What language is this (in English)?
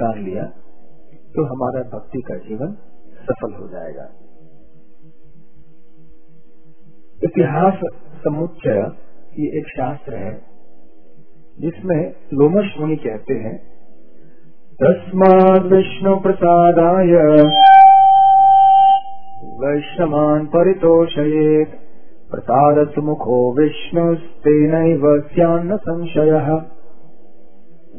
Hindi